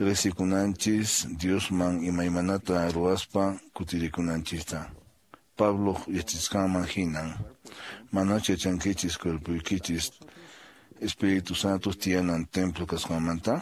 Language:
Quechua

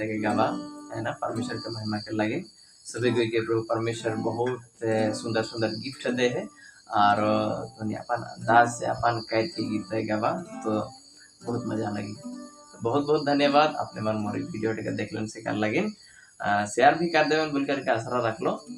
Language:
Sadri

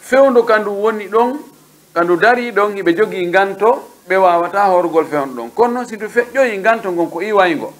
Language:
Pular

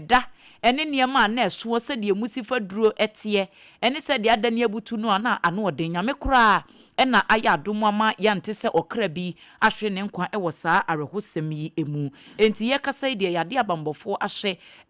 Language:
Akan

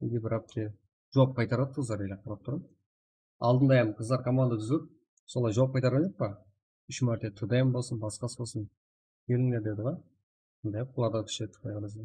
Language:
Kara-Kalpak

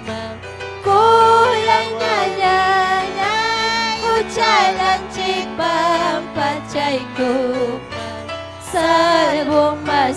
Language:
Ayacucho Quechua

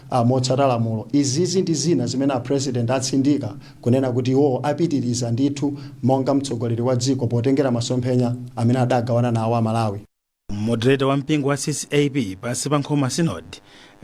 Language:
Nyanja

